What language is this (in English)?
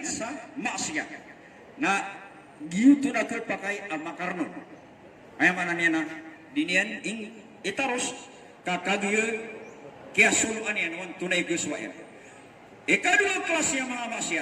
Maranao